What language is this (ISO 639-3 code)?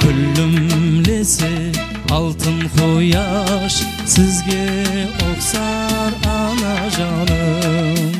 kaa